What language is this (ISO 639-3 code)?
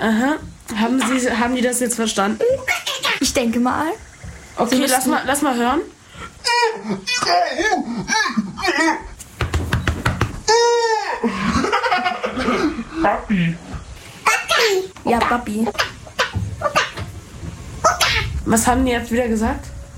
deu